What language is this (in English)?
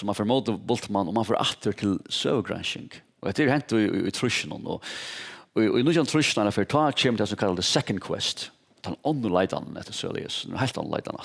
Faroese